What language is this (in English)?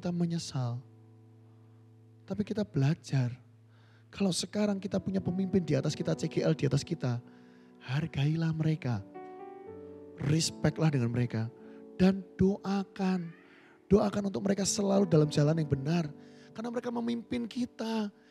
Indonesian